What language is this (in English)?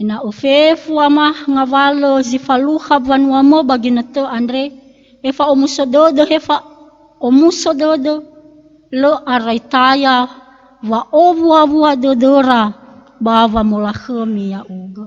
Nias